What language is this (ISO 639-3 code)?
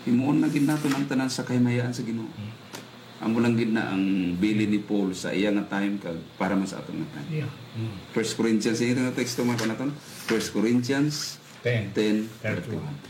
hil